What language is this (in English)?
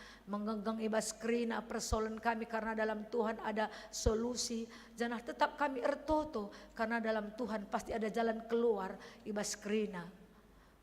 Batak Karo